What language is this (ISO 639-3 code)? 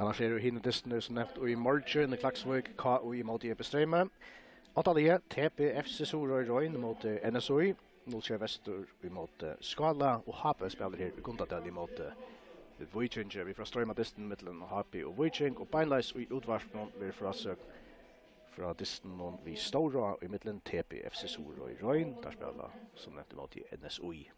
fao